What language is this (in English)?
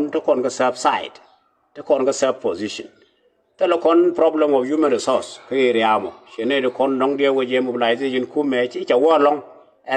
Nuer